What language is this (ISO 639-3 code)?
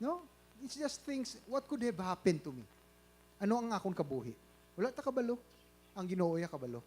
hil